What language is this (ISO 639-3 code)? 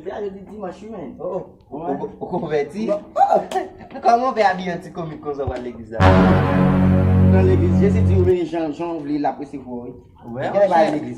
hat